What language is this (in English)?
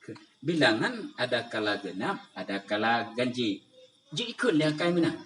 Achinese